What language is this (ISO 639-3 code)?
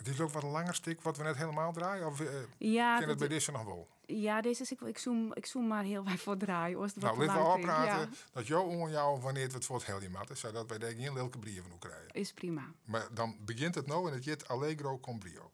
fry